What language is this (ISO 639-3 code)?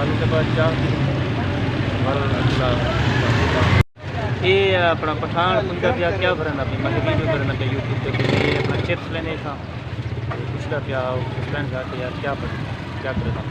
skr